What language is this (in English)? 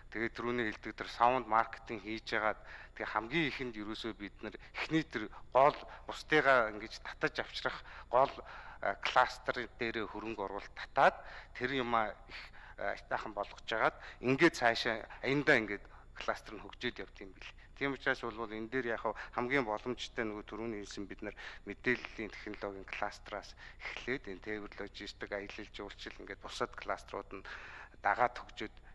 Mongolian